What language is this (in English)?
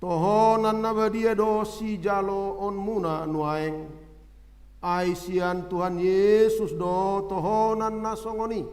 Batak Toba